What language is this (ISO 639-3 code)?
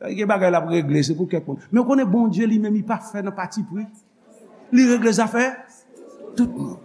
hat